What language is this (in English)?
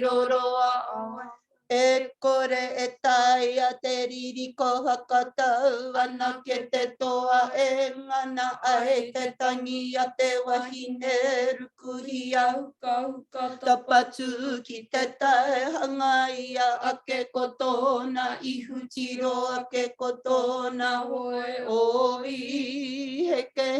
Māori